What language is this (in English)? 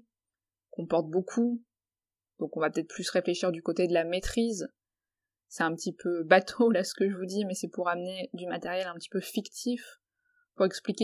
French